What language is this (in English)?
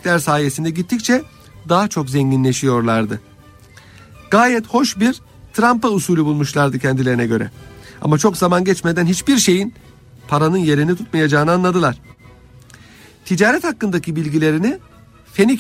Turkish